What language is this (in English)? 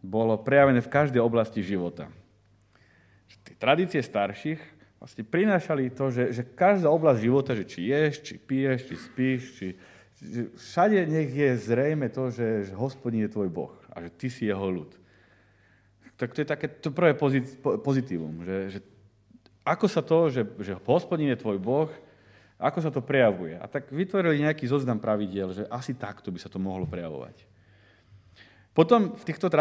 Slovak